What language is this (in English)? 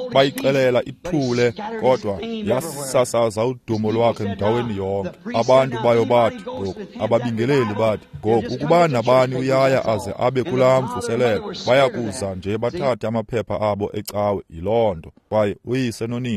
Xhosa